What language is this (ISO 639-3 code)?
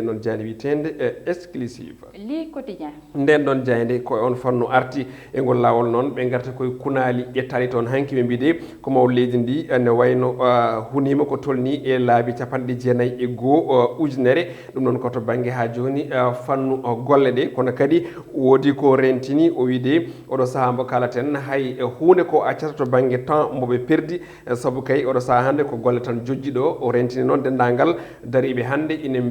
ful